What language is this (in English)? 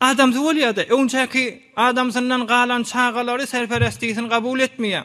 Turkmen